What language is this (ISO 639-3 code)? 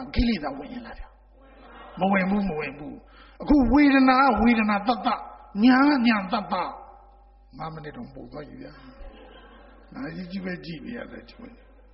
mya